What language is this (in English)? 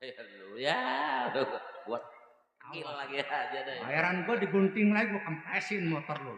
Betawi